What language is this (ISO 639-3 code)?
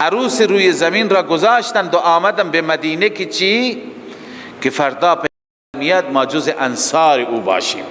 fas